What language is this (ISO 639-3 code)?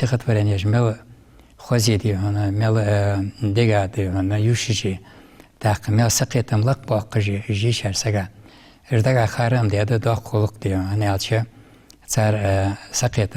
inh